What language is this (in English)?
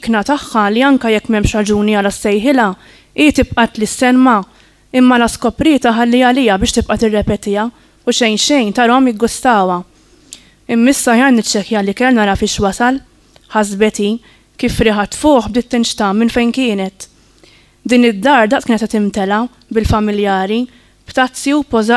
Maltese